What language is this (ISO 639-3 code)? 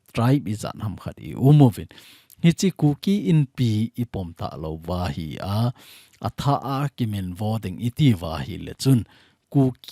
tcz